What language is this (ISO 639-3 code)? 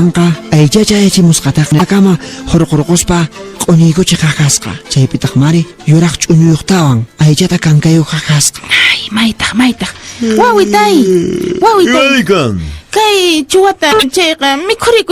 que